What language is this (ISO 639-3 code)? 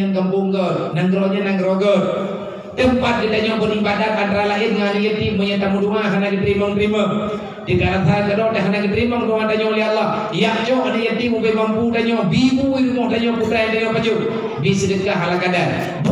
ace